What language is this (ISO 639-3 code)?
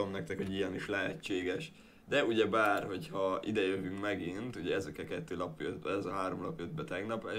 hun